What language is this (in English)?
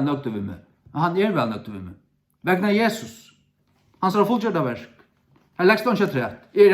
Faroese